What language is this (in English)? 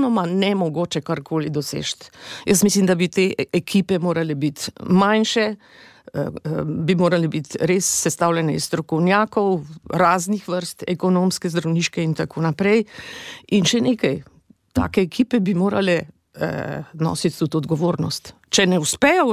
Slovenian